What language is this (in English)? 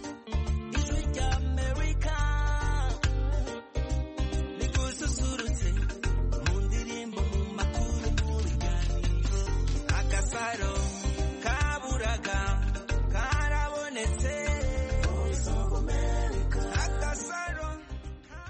Kinyarwanda